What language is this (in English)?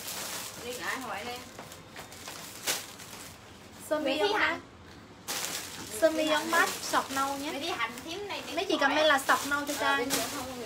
Vietnamese